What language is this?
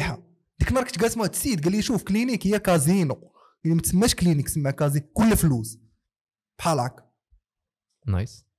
Moroccan Arabic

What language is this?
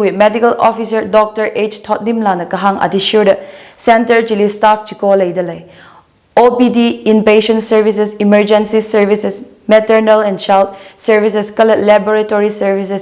Tangkhul Naga (India)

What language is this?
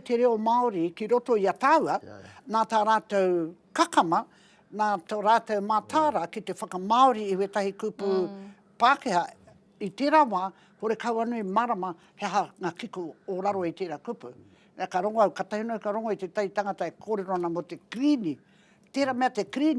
Māori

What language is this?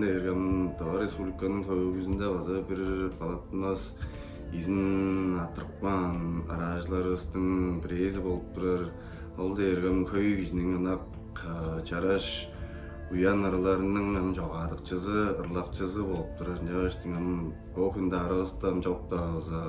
Tuvinian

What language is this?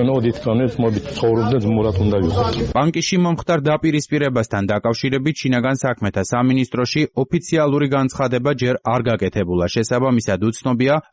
Georgian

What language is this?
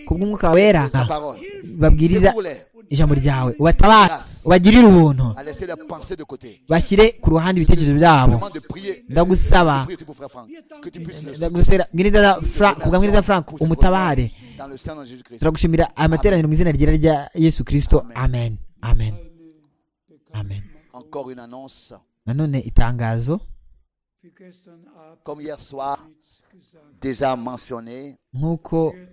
Kinyarwanda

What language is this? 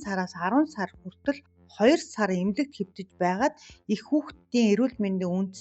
Mongolian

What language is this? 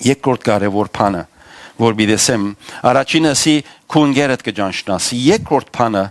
Western Armenian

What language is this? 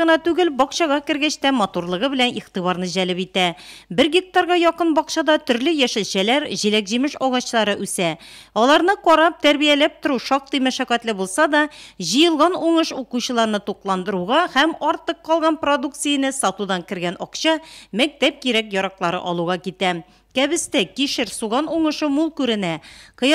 Tatar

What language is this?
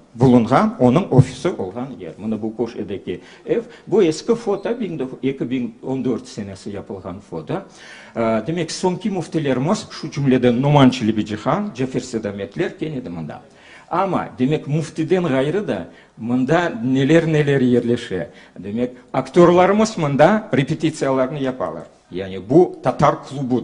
Crimean Tatar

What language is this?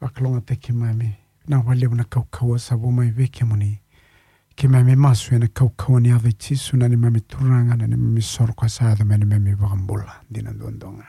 Fijian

